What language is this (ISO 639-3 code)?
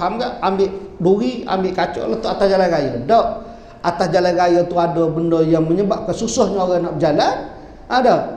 msa